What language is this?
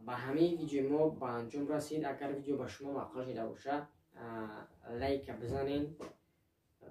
Tajik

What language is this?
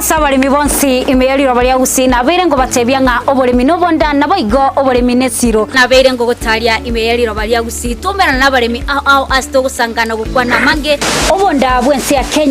Gusii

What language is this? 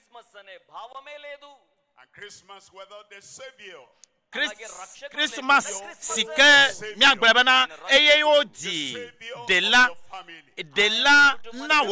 Ewe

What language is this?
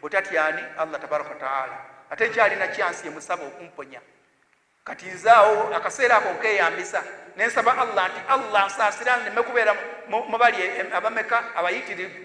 Ganda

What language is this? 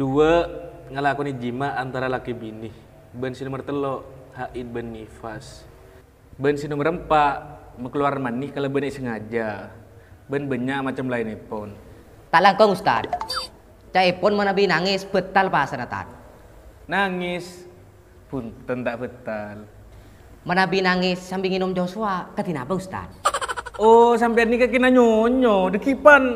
Madurese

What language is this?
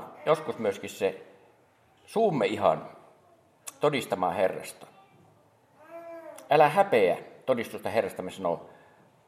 Finnish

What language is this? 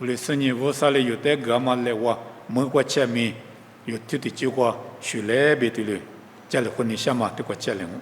Lisu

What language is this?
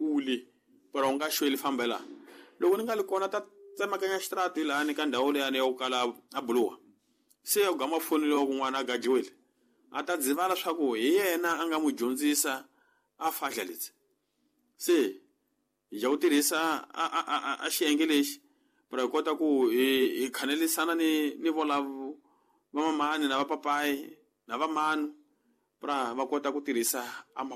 Tsonga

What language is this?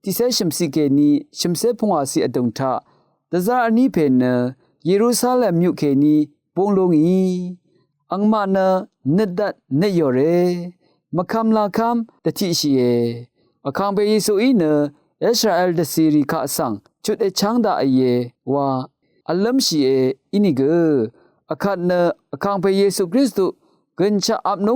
Rawang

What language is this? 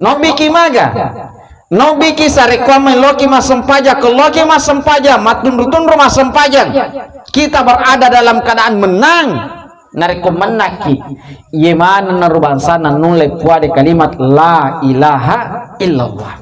Buginese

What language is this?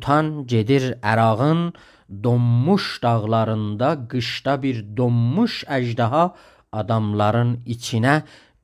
South Azerbaijani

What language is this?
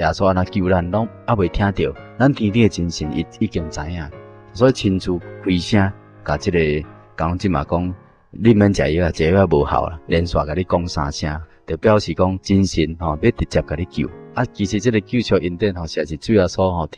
Min Nan Chinese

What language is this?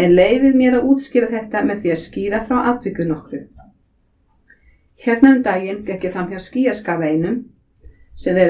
Icelandic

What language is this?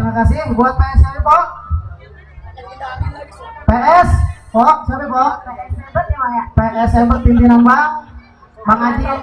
Betawi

